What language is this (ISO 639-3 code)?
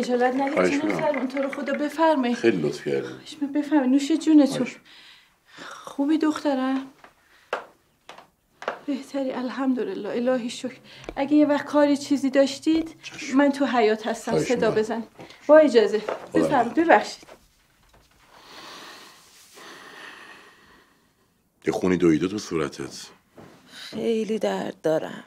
fas